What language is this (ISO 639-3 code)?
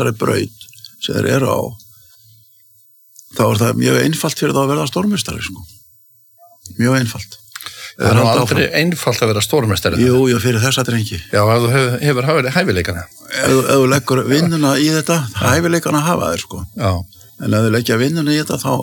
isl